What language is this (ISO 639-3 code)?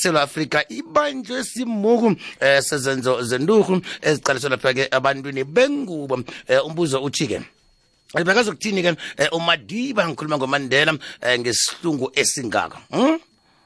nbl